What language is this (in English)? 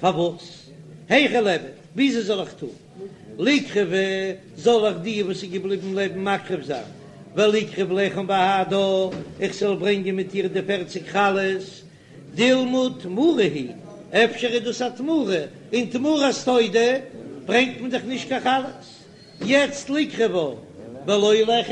Yiddish